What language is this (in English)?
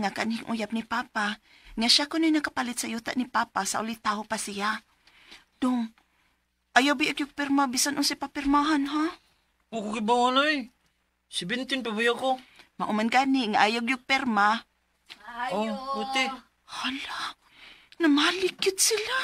Cebuano